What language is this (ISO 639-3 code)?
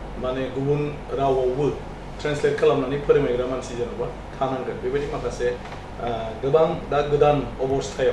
brx